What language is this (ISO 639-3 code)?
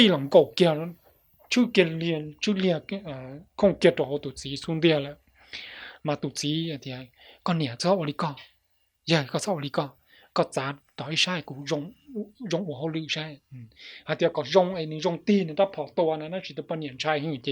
hmn